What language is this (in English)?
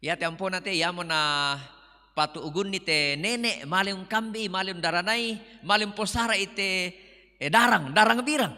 Toraja-Sa'dan